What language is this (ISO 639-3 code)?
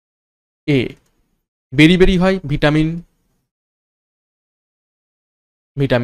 ben